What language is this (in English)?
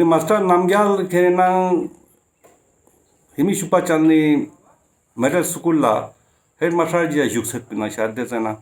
Ladakhi